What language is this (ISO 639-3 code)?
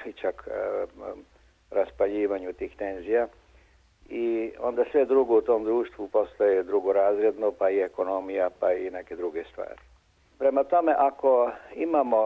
srp